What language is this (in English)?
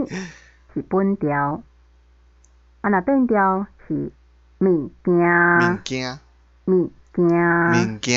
Min Nan Chinese